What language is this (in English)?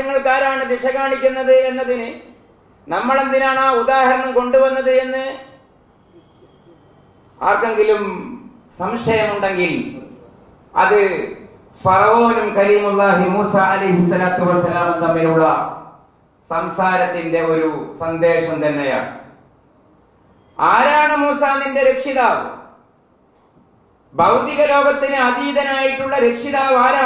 Malayalam